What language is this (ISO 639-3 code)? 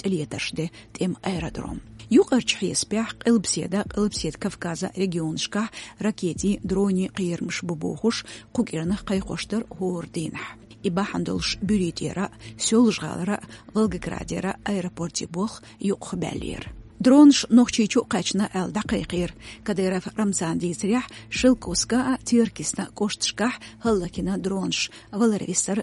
che